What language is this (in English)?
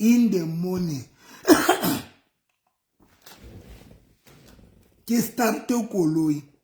Southern Sotho